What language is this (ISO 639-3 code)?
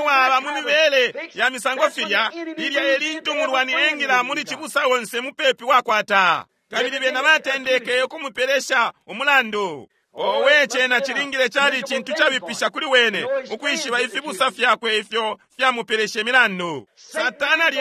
bem